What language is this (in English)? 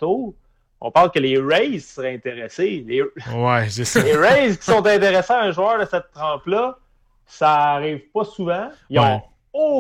French